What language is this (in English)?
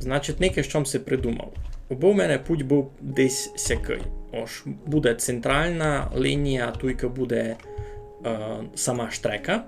Rusyn